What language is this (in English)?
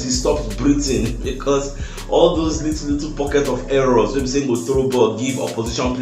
Nigerian Pidgin